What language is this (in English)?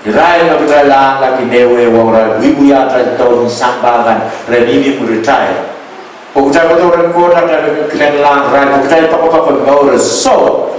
Pohnpeian